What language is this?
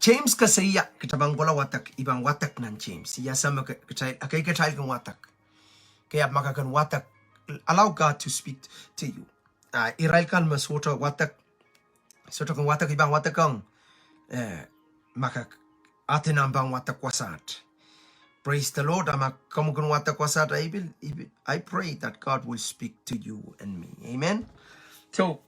Pohnpeian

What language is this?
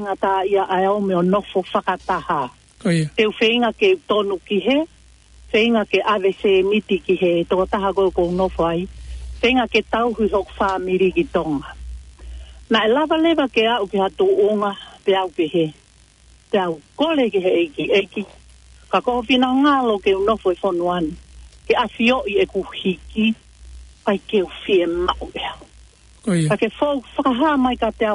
Tongan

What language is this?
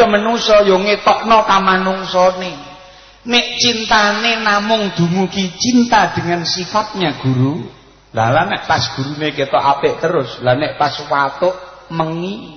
Javanese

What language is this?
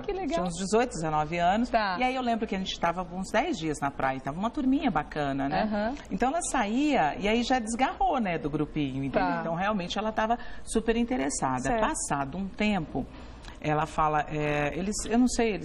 Portuguese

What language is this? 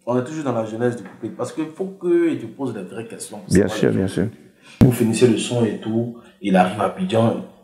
French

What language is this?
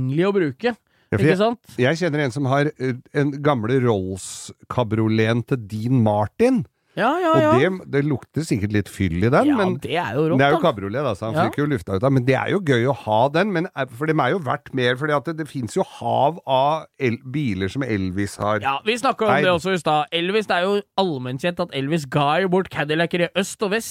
Norwegian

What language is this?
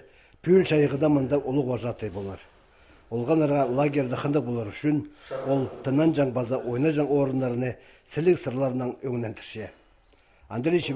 Khakas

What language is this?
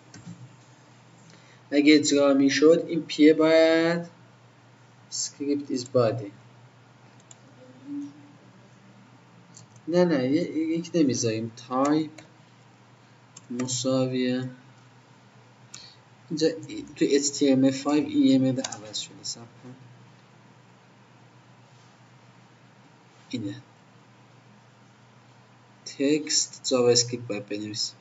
Persian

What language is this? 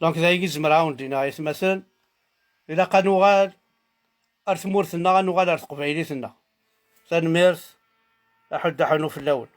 Kabyle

